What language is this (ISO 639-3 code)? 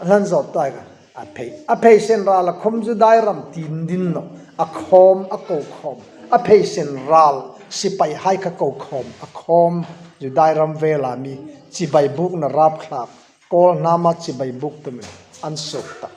hmr